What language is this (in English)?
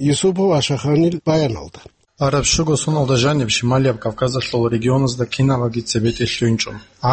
Avaric